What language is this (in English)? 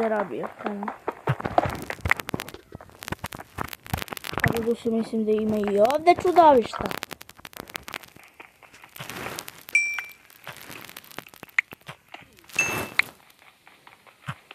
Croatian